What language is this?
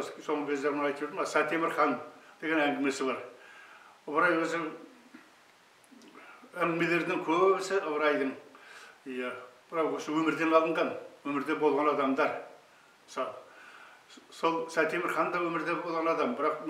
Kazakh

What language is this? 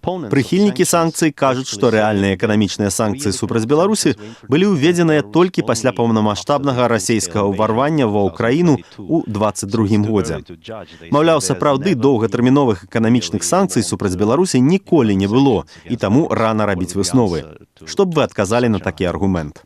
Belarusian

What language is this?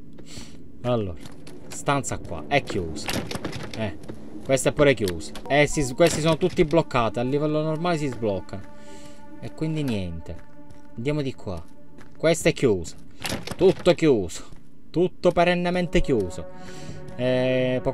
Italian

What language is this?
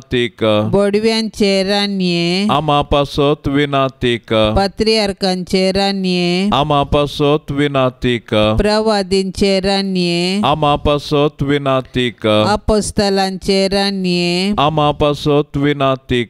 Konkani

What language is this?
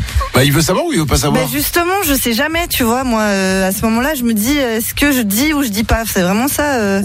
French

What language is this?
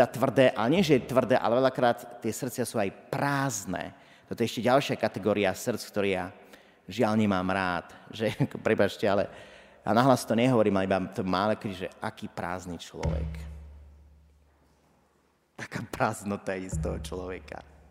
Slovak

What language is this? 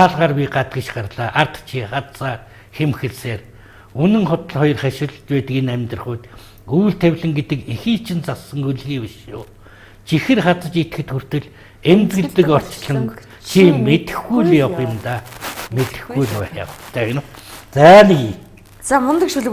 Mongolian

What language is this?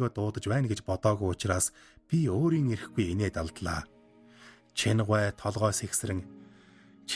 Mongolian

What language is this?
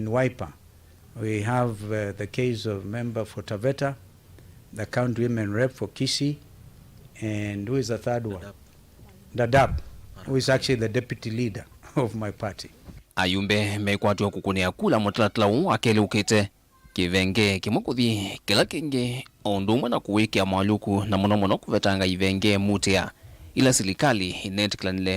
Kamba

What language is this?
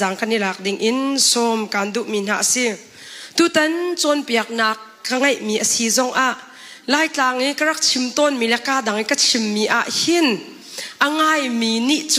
Hakha Chin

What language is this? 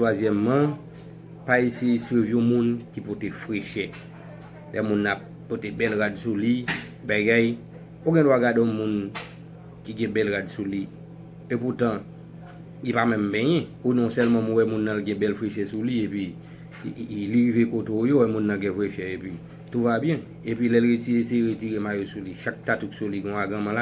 Haitian Creole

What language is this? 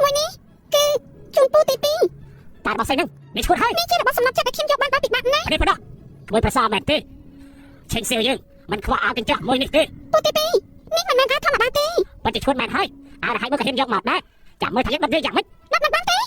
Khmer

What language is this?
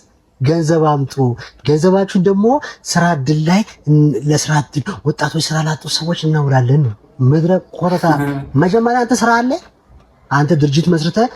Amharic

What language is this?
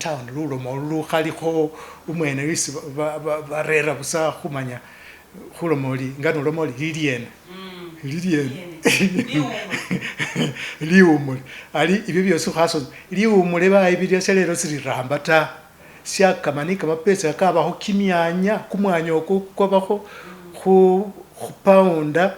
Masaaba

